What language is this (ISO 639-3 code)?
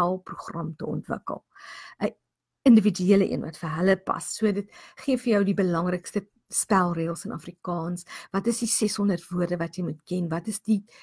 afr